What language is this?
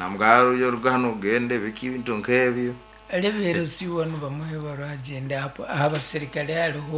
Nyankole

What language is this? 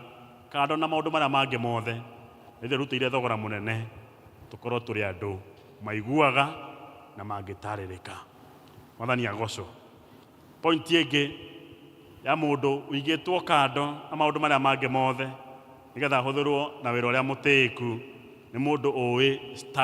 Kikuyu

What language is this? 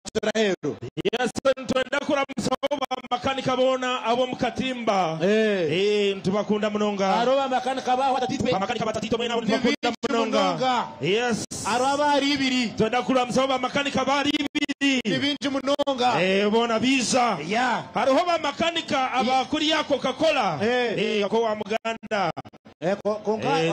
Nyankole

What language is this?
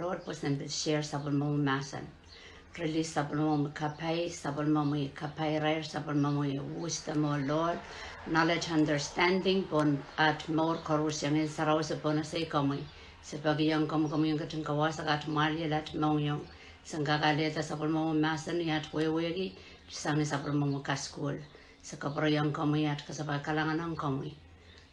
Pohnpeian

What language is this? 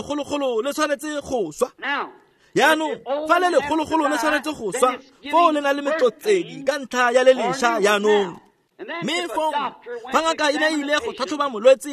Tswana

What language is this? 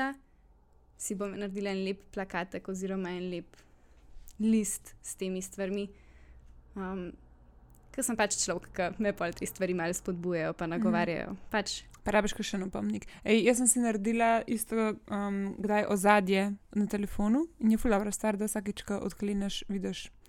Slovenian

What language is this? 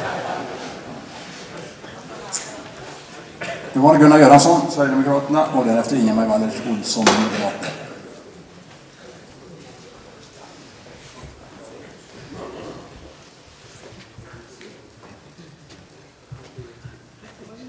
Swedish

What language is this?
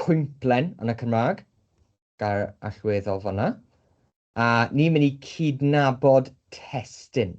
Welsh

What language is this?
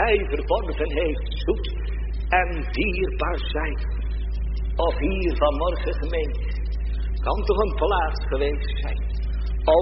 Dutch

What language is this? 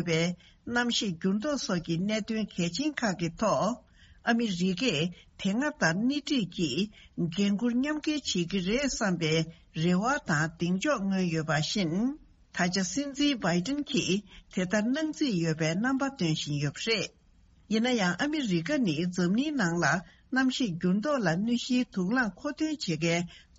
Tibetan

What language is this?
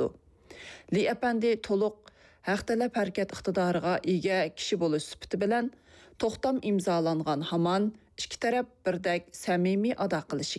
Uyghur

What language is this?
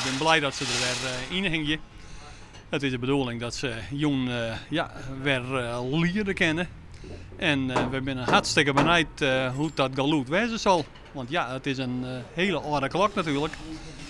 Western Frisian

